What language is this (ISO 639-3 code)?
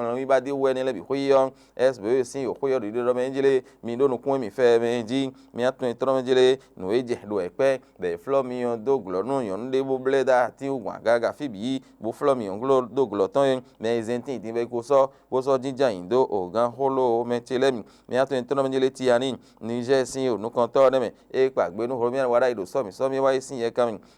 fon